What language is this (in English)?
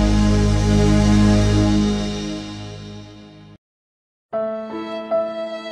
Bosnian